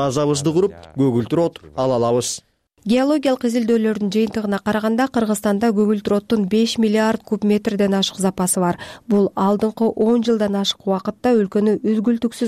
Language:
Kyrgyz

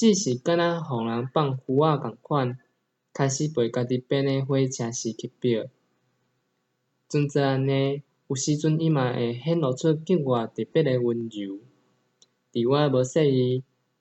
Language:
Min Nan Chinese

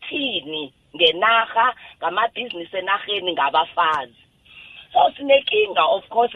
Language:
South Ndebele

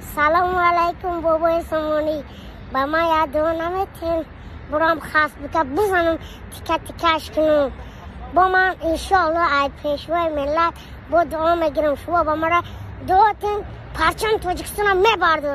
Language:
Tajik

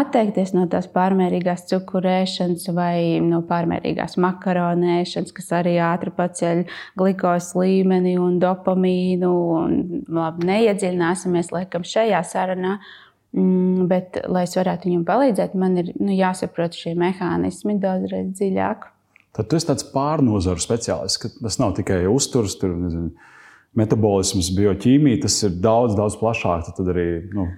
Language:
Latvian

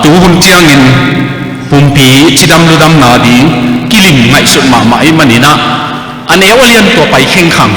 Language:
Tedim Chin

